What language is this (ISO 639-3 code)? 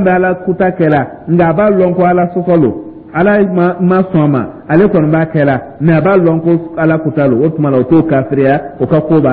dyu